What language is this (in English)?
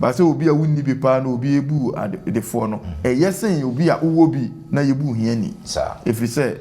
Akan